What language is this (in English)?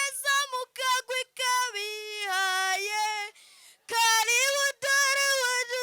Rundi